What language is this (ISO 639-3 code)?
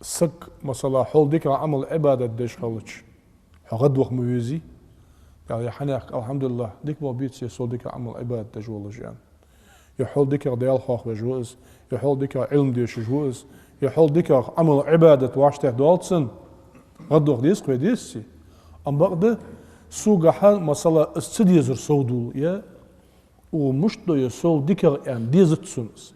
inh